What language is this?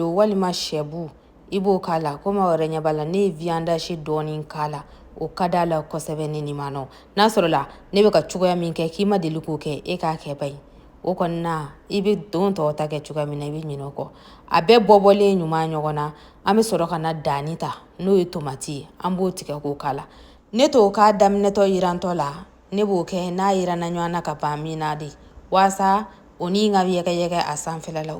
Bambara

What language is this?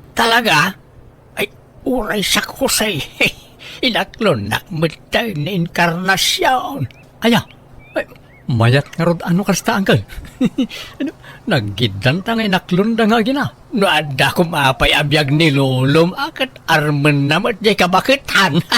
Iloko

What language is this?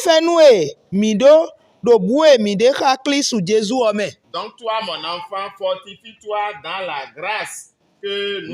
Fon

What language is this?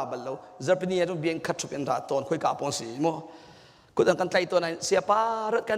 Hakha Chin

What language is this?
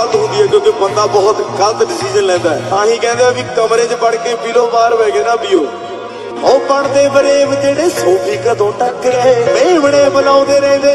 Punjabi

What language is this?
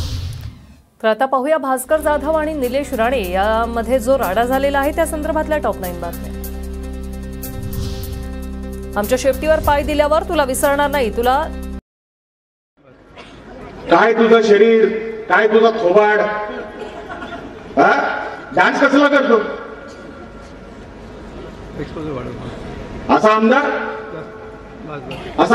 Marathi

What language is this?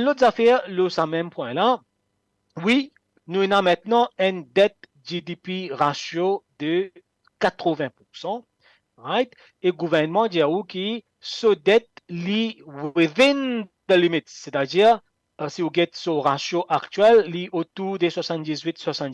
Morisyen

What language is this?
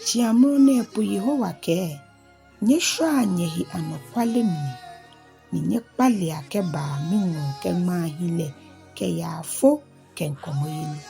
Ga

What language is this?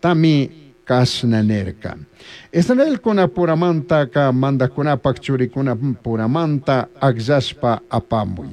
Chimborazo Highland Quichua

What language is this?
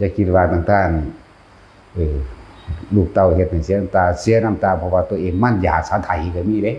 Lao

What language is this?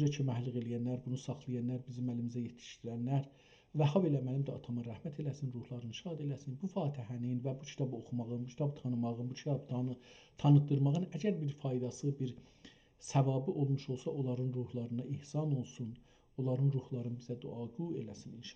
South Azerbaijani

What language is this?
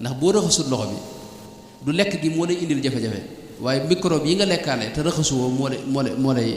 Wolof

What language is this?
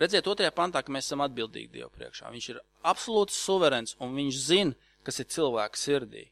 Latvian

